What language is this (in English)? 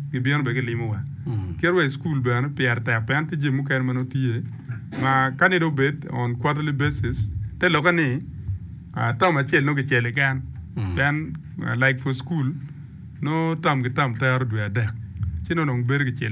Acoli